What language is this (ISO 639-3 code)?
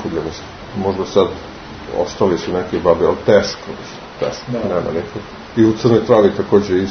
srp